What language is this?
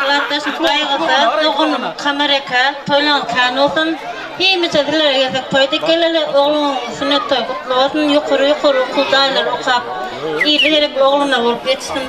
Turkmen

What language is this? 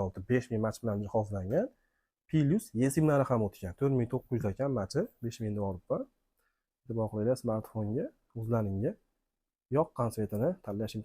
Uzbek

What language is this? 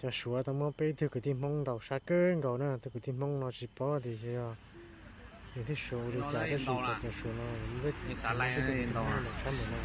Hmong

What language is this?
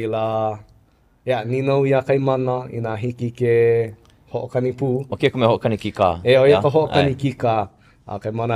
Hawaiian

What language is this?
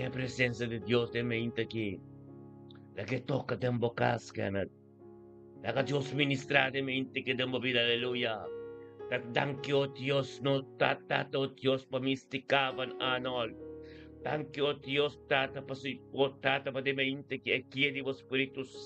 Papiamento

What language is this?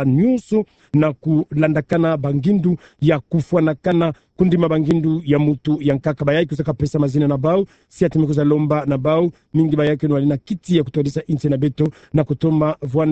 Kituba (Democratic Republic of Congo)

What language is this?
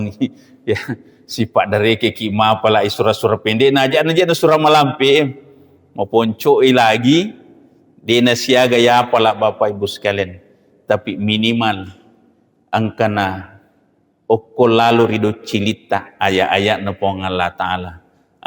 Buginese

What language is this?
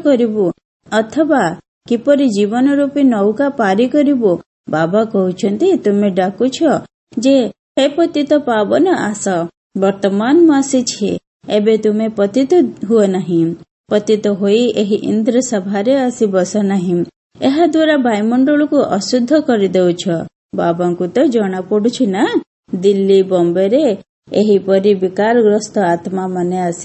Odia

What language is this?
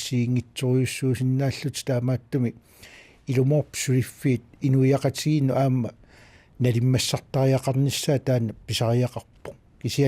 Kalaallisut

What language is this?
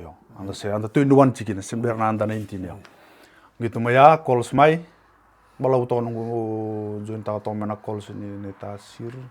Fijian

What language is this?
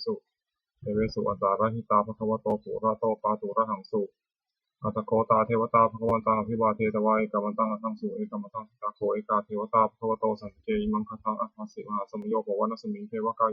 Pali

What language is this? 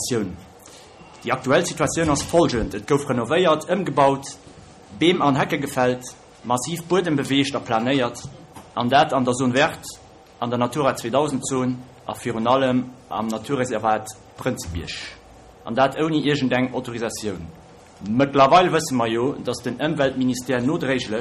Luxembourgish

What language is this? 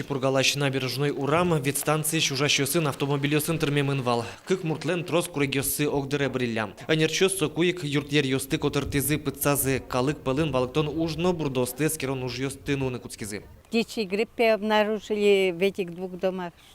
Udmurt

